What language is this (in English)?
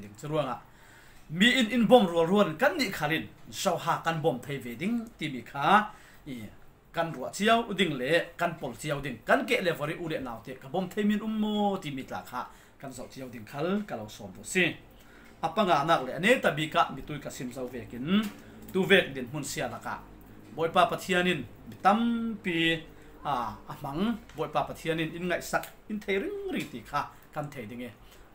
Falam Chin